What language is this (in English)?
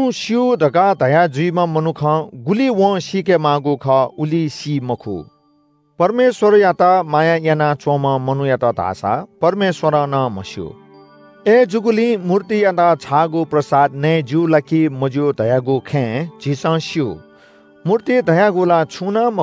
Newari